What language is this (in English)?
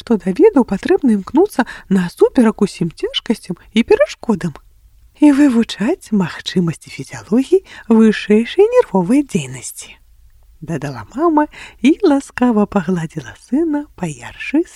Belarusian